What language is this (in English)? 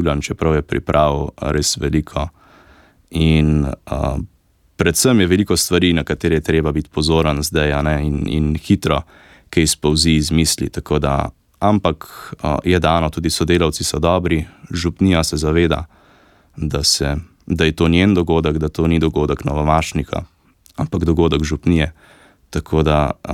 Slovenian